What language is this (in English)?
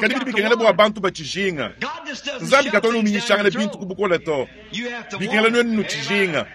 Luba-Lulua